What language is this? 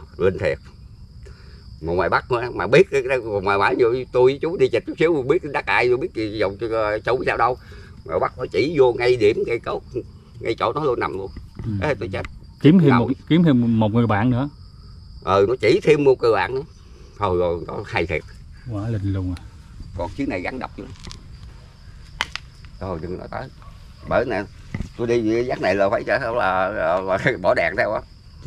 Vietnamese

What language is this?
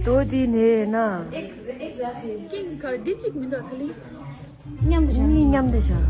Tibetan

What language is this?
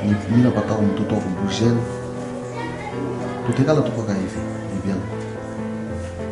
Swahili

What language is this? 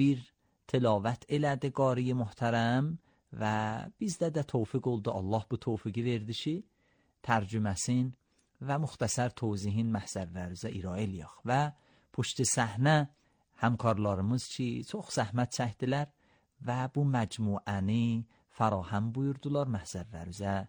Azerbaijani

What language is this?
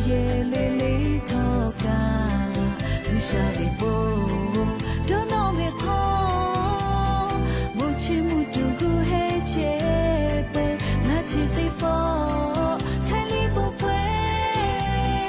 Lahu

